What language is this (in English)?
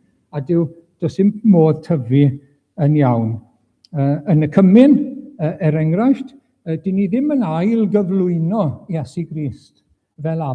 Welsh